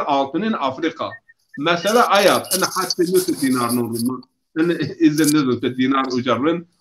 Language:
Zaza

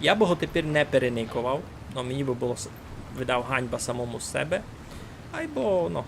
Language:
Rusyn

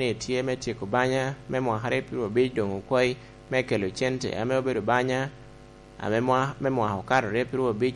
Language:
Lango (Uganda)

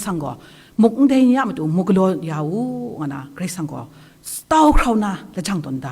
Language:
Kachin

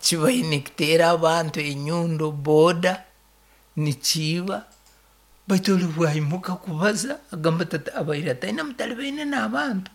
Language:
Nyankole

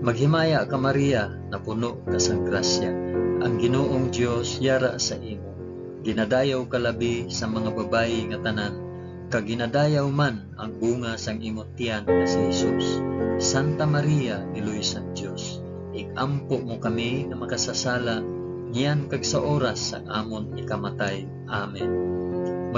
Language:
Hiligaynon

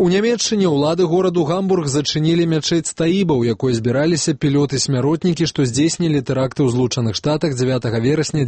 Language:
Belarusian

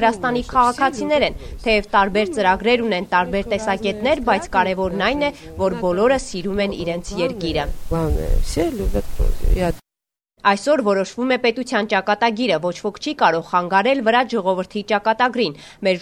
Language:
Armenian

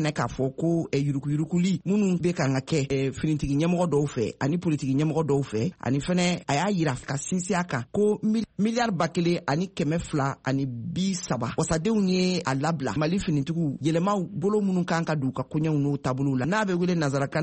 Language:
Bambara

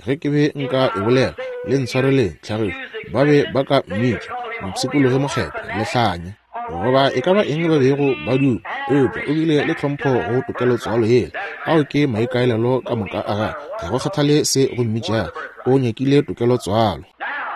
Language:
Northern Sotho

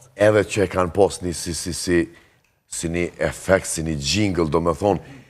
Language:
Albanian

